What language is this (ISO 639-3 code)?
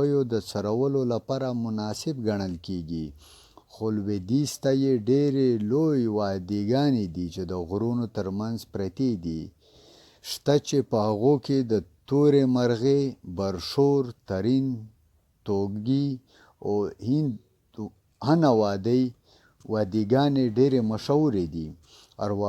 pus